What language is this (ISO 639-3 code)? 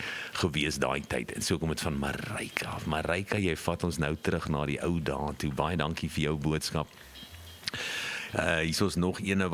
afr